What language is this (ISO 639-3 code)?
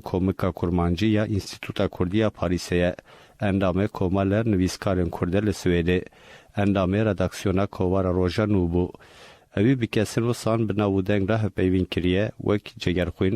kur